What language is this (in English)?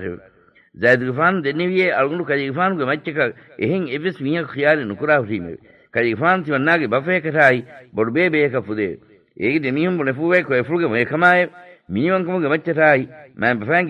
Divehi